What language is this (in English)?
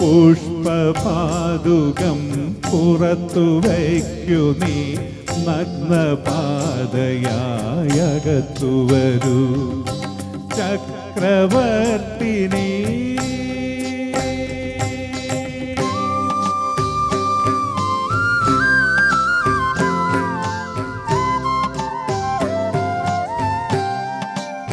Malayalam